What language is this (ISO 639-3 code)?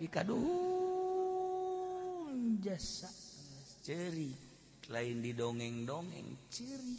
sun